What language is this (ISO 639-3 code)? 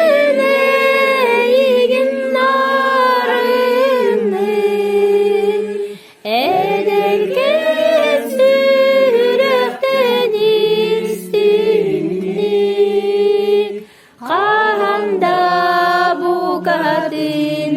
sah